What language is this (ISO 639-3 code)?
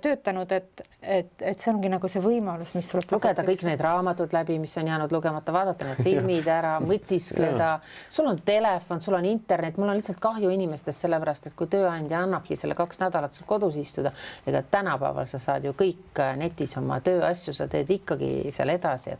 est